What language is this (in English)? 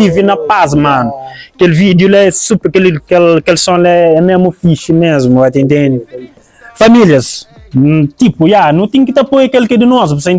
Kabuverdianu